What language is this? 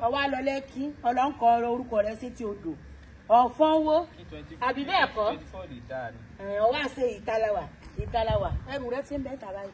Yoruba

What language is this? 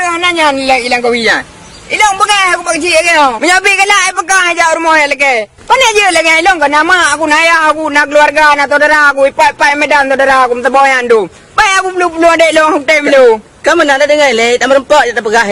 Achinese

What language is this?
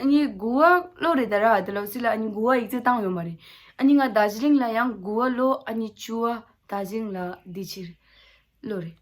Tibetan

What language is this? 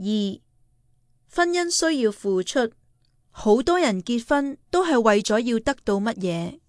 Cantonese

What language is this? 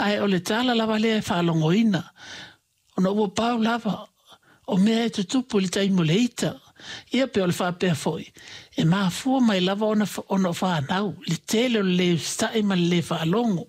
Samoan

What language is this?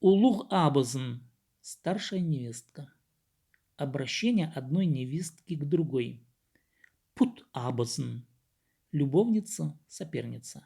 Khakas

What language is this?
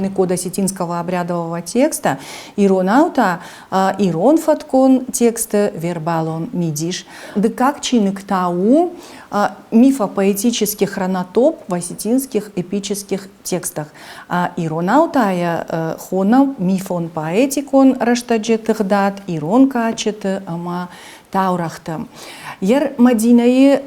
Ossetic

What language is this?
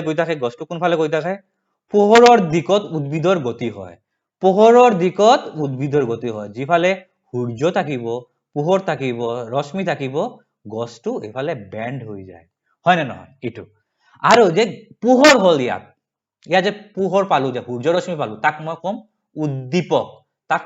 Assamese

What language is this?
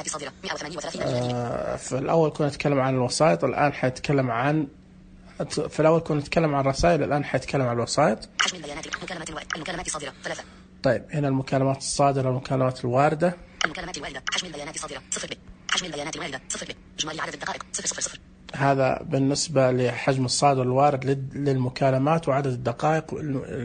Najdi Arabic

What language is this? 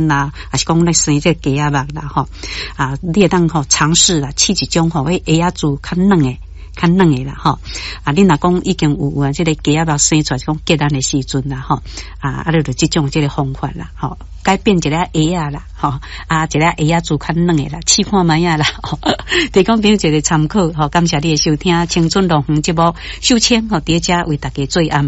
Min Nan Chinese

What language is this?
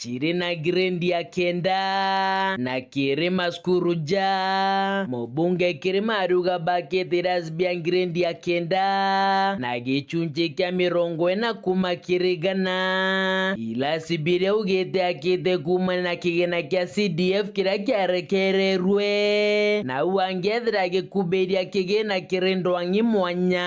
Meru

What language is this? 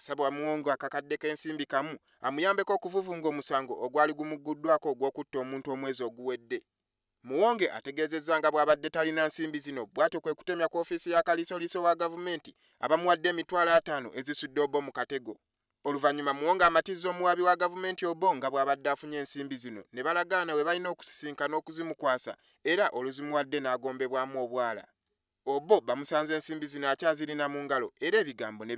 Ganda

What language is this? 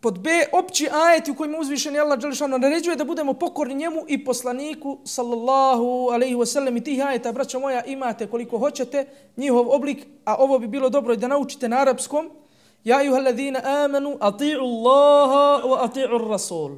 Bosnian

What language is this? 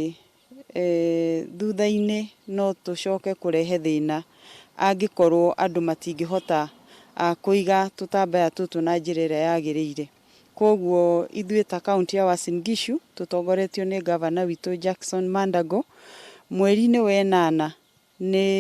Kikuyu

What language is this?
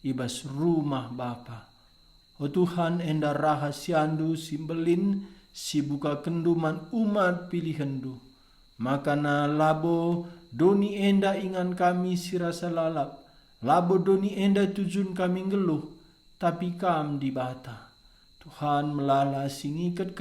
Batak Karo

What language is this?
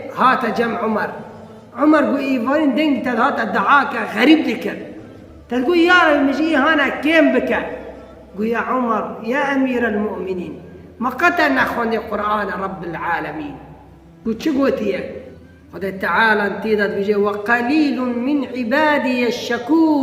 Kurdish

